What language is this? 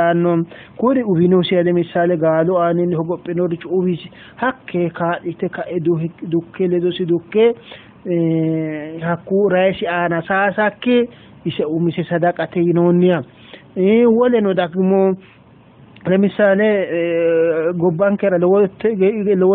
Sidamo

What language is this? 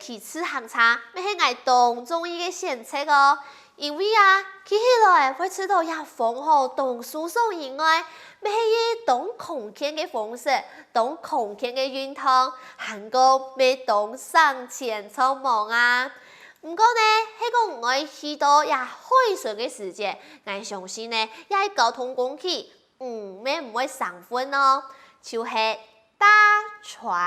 Hakka Chinese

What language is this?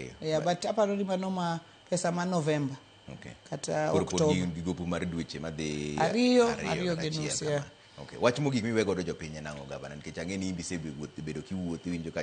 Luo (Kenya and Tanzania)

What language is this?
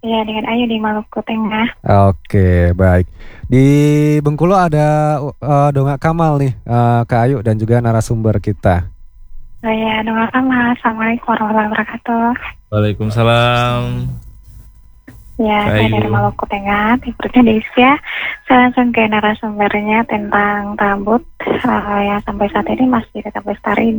Indonesian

